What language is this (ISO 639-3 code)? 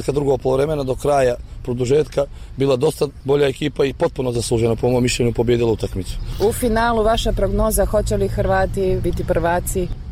hrv